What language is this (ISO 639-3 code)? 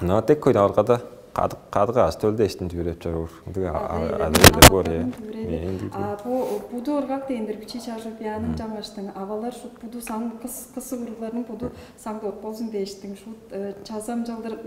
tyv